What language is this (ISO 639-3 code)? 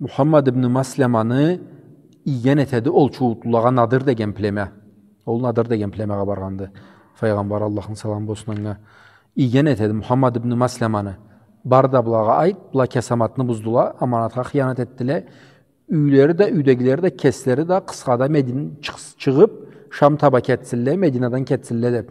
krc